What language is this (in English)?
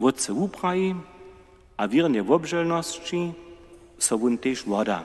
Upper Sorbian